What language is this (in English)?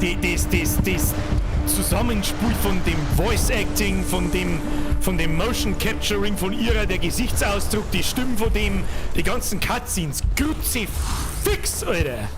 Bavarian